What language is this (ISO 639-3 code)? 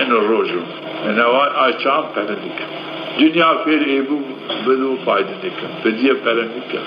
zza